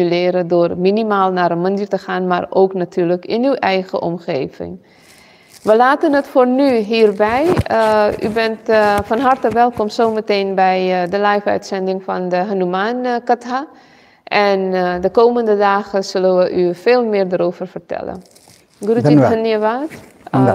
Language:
Dutch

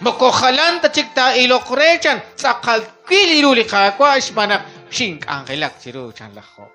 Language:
Kekchí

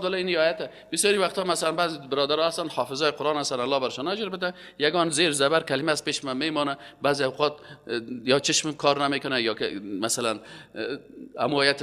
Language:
Persian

